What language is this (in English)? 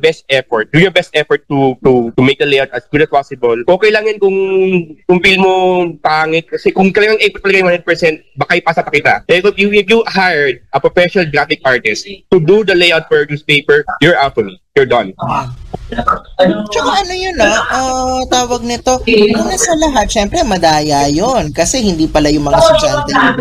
Filipino